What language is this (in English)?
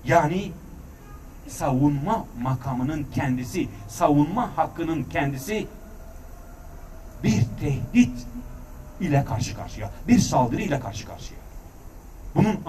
Turkish